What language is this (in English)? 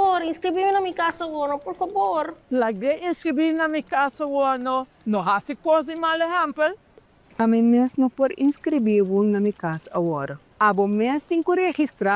Papiamento